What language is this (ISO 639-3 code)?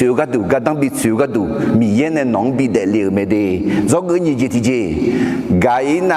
ahk